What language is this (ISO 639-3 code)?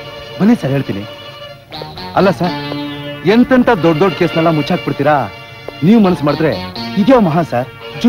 kan